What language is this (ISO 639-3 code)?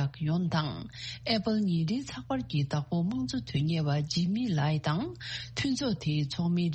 bod